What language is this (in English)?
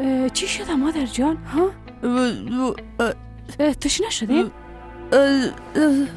Persian